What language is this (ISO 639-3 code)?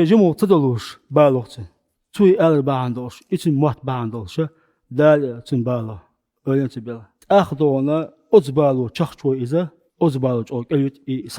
che